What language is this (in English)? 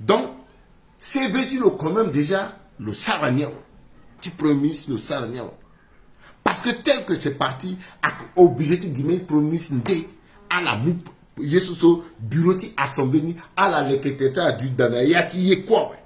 Sango